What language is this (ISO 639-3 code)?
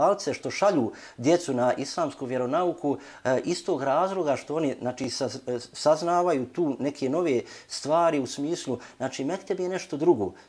bos